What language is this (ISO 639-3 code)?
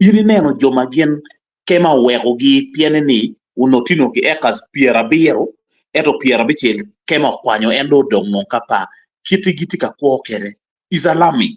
ach